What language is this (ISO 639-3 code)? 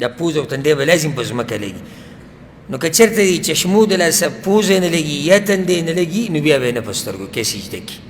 pus